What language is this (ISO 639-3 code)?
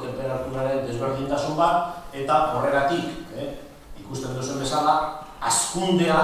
eus